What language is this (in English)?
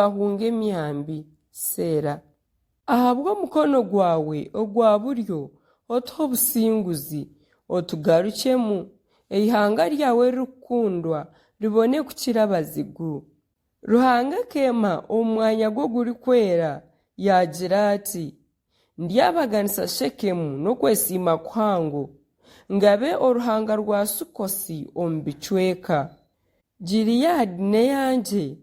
Nyankole